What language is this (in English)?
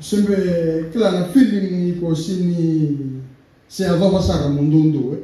Fijian